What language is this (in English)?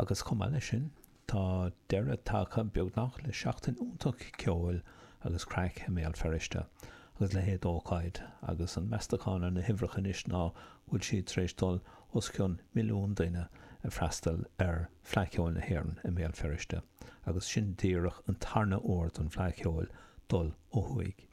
Irish